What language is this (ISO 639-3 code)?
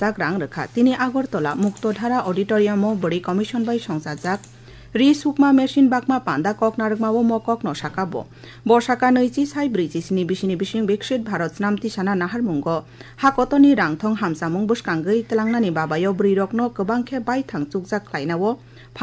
trp